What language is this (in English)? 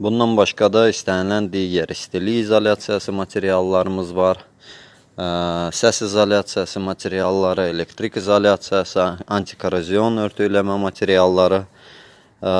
Azerbaijani